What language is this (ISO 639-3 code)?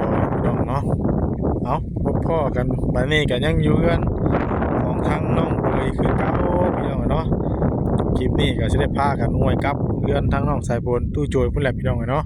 tts